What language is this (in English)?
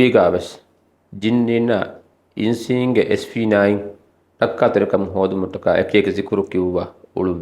Divehi